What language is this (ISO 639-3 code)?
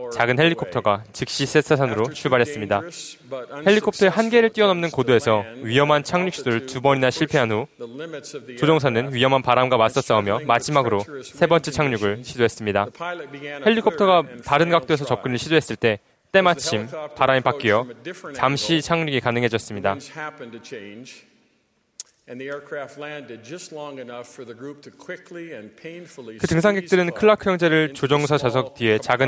kor